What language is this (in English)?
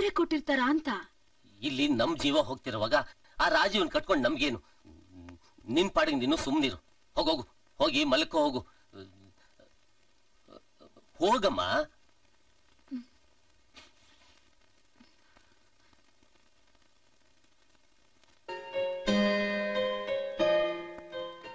Kannada